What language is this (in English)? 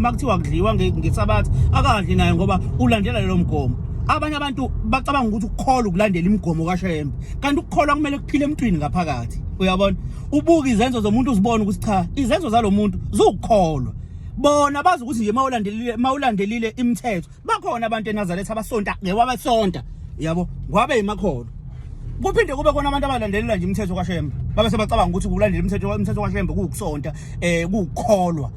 Zulu